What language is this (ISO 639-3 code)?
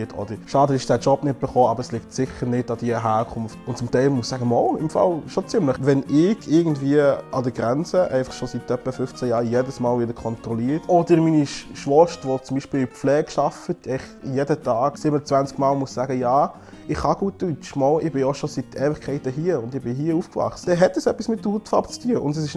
gsw